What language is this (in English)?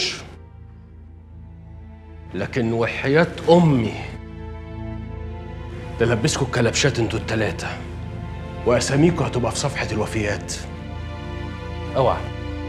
Egyptian Arabic